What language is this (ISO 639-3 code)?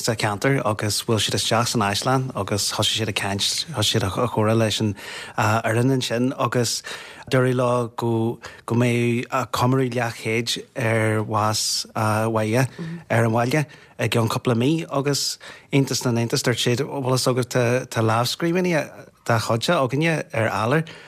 gle